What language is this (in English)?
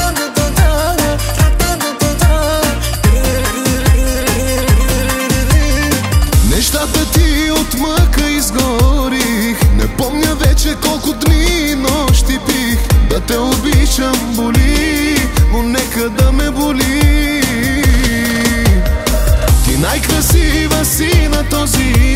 Bulgarian